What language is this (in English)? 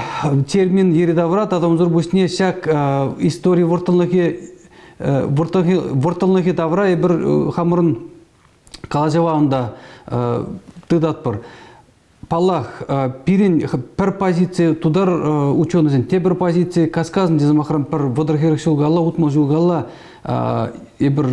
Chuvash